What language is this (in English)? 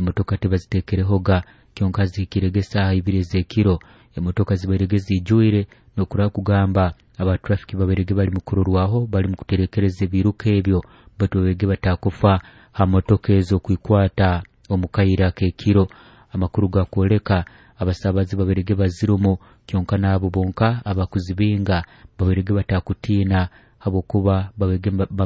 Nyoro